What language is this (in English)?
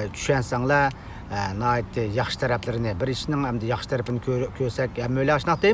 Uyghur